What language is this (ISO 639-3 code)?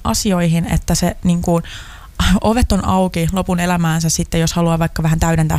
fin